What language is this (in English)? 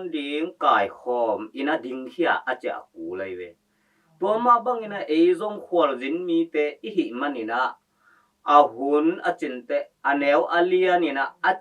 Tedim Chin